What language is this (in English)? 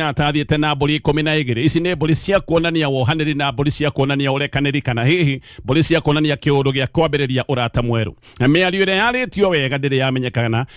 Kikuyu